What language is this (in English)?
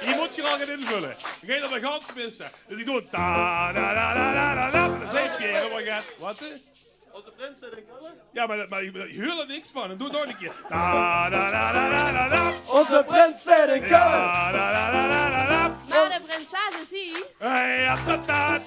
Limburgish